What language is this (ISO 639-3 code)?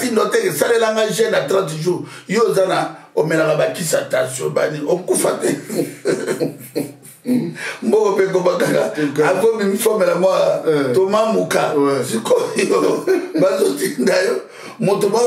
lin